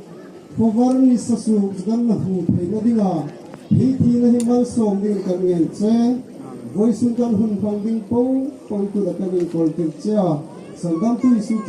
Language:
Hmar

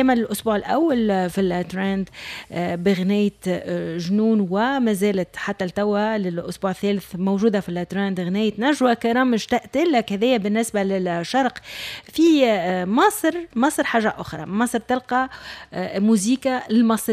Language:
Tunisian Arabic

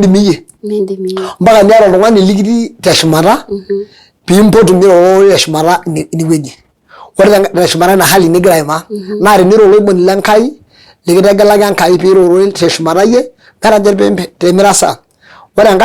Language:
Masai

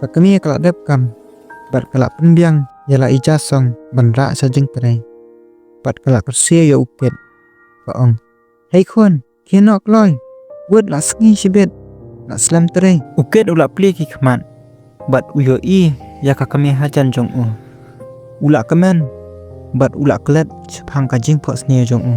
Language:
Khasi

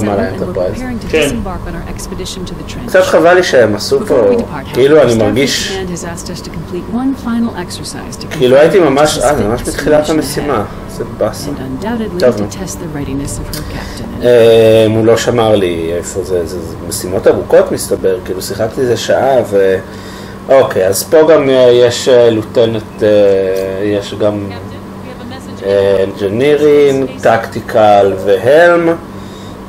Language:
Hebrew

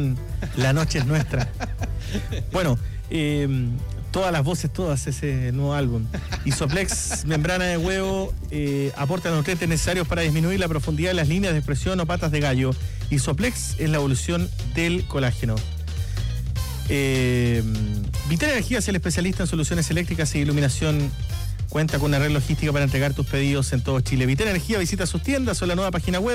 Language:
Spanish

